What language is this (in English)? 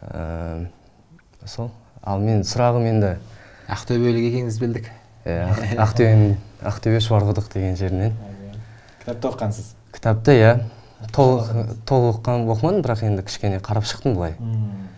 Kazakh